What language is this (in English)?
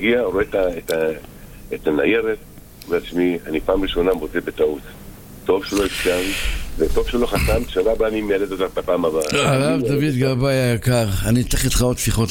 Hebrew